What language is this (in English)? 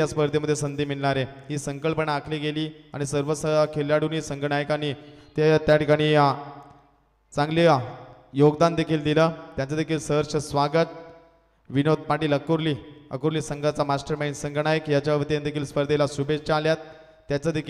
Marathi